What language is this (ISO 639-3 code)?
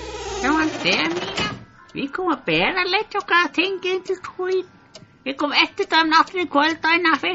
fao